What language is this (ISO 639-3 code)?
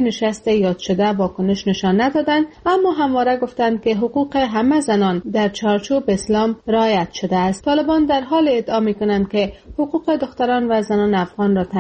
fas